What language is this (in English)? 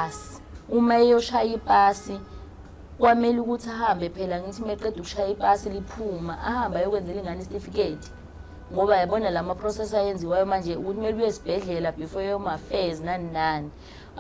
Zulu